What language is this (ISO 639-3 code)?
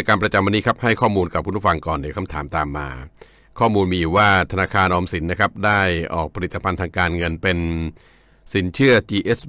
tha